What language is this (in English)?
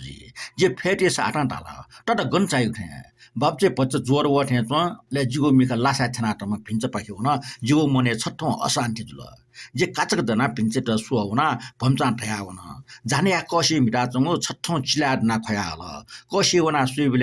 Newari